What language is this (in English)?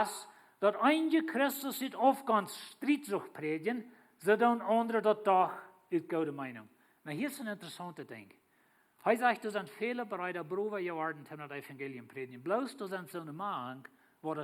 Plautdietsch